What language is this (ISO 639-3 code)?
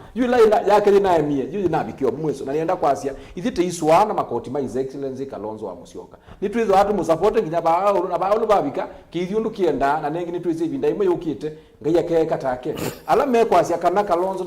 kam